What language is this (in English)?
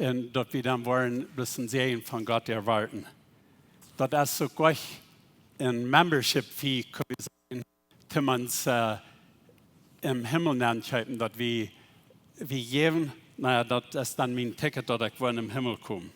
Plautdietsch